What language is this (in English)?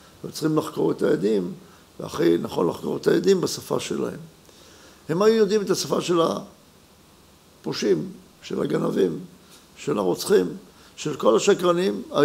Hebrew